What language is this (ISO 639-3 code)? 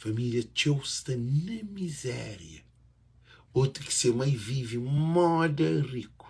kea